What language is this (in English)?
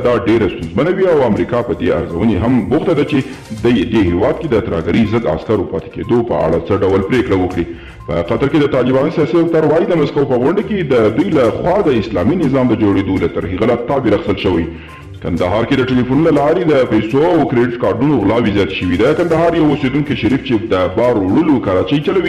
Pashto